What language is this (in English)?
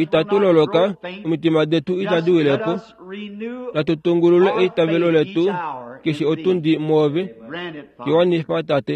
Kuanyama